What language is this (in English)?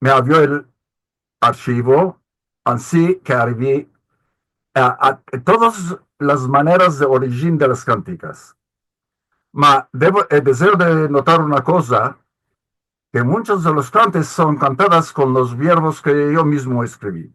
Ladino